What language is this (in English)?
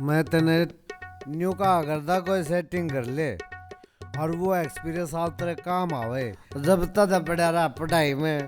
Haryanvi